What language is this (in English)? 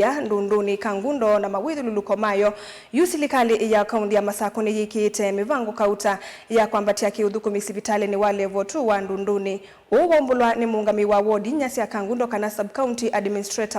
Kamba